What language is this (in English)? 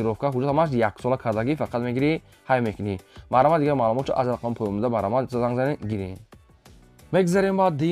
Tajik